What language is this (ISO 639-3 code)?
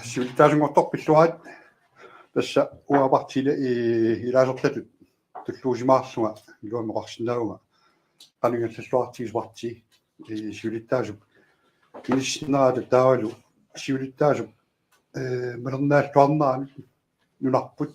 kal